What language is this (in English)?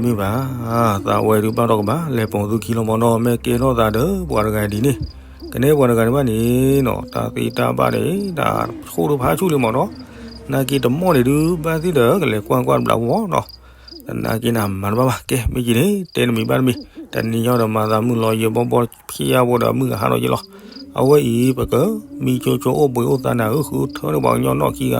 S'gaw Karen